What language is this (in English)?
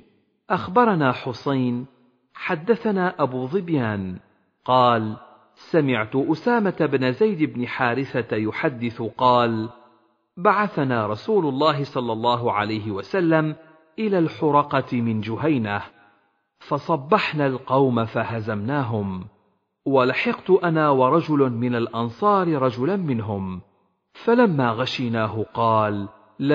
Arabic